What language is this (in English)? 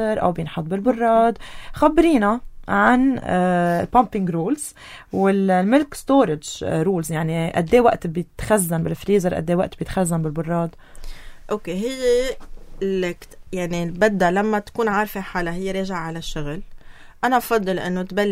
North Levantine Arabic